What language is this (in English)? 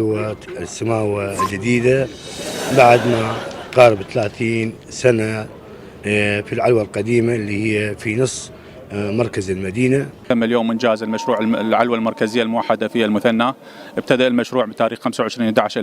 Mesopotamian Arabic